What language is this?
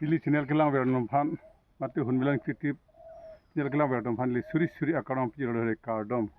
Karbi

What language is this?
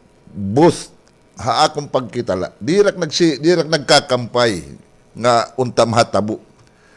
Waray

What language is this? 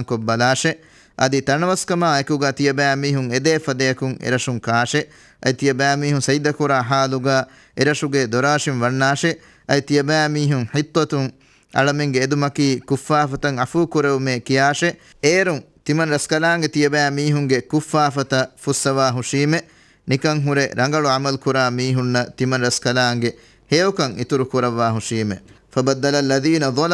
Divehi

